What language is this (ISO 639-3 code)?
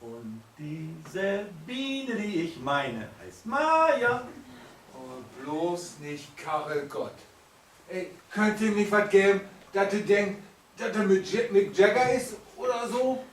nds